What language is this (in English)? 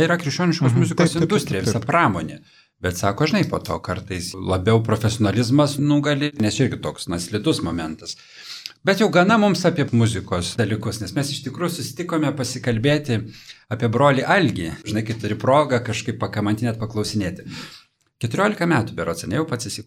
Lithuanian